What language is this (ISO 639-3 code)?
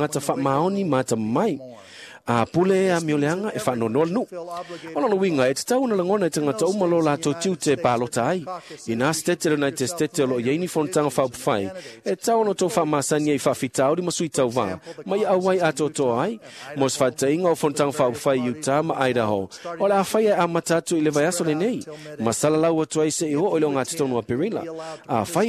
smo